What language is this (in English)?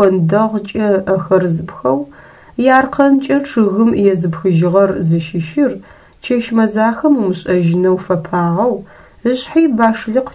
Adyghe